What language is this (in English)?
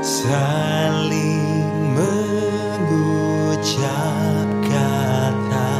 Nias